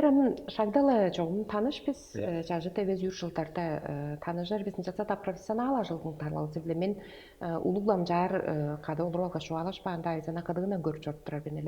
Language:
Tuvinian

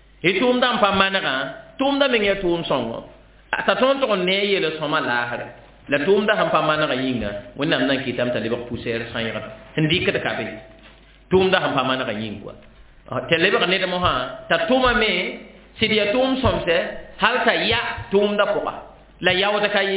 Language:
Mossi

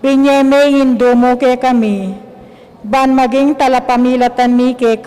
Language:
Pampanga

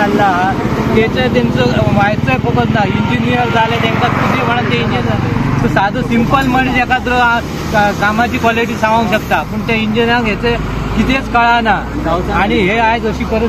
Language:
Konkani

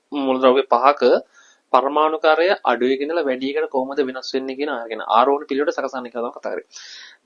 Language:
Sinhala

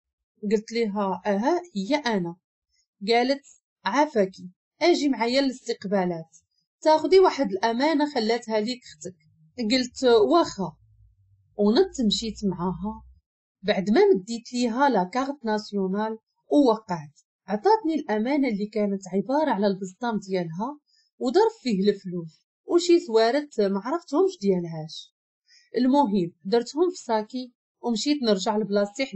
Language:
Moroccan Arabic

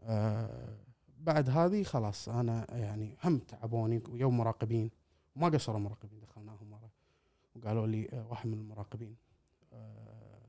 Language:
Gulf Arabic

